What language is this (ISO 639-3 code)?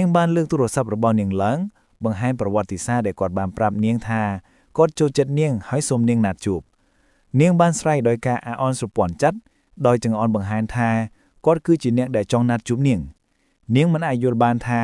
khm